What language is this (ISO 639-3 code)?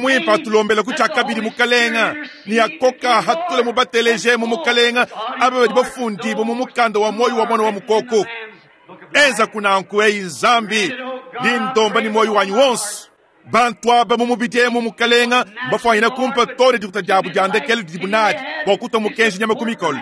lua